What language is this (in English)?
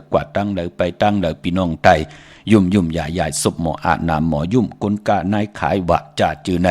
Shan